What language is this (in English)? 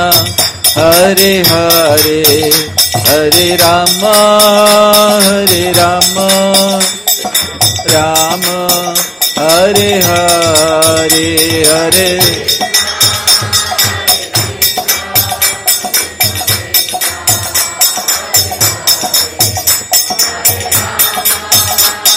Hindi